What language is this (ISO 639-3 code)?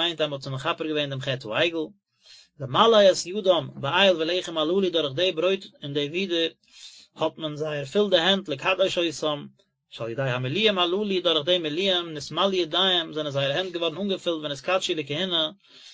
yid